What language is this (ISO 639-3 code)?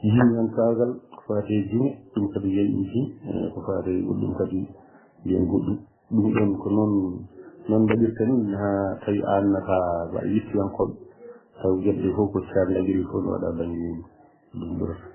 ful